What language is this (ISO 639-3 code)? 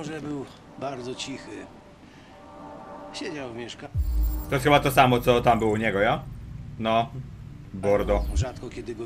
pol